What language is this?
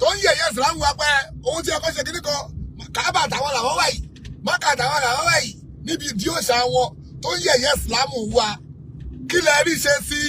Yoruba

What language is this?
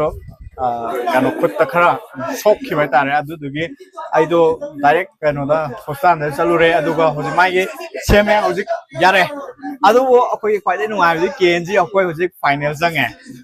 Manipuri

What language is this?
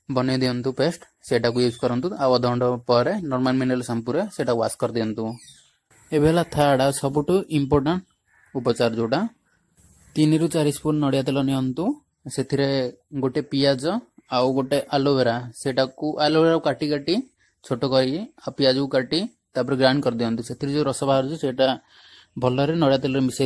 Odia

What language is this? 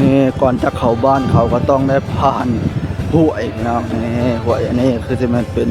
Northeastern Thai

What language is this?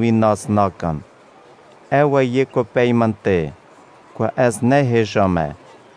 Kurdish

